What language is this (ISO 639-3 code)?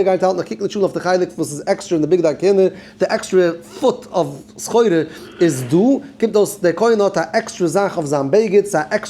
yid